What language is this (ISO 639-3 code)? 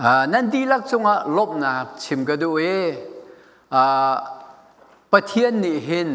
cnh